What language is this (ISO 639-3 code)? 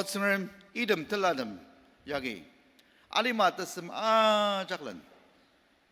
njo